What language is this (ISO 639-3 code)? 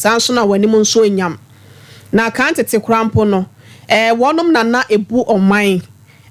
aka